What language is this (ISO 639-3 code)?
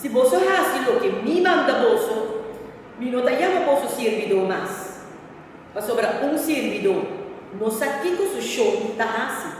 pap